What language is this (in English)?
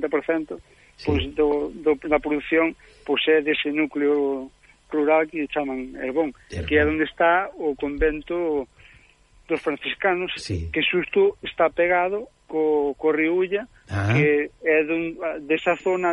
Galician